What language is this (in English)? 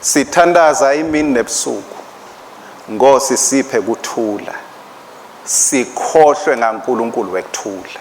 Swati